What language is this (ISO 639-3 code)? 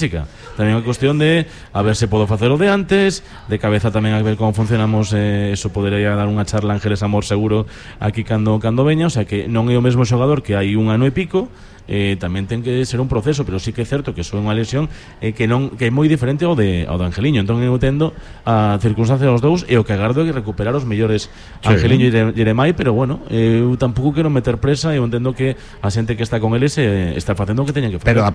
glg